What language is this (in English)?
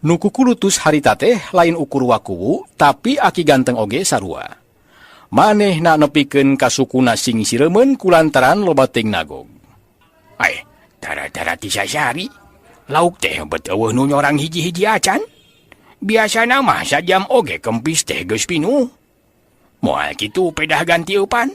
Sundanese